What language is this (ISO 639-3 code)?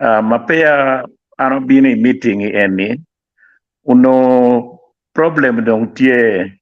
ach